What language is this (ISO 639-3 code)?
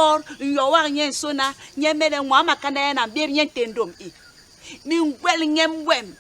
bas